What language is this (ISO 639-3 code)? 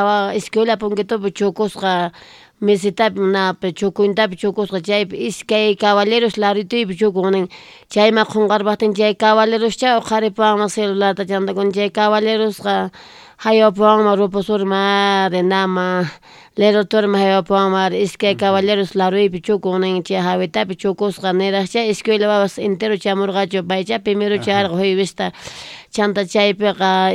quh